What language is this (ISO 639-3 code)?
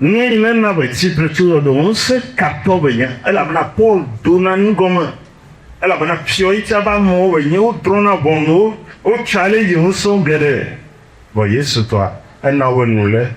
ewe